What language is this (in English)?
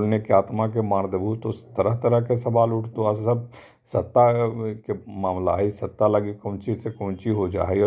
Magahi